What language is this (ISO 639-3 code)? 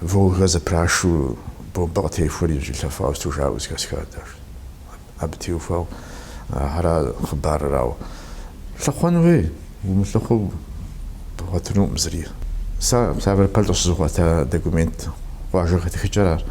kbd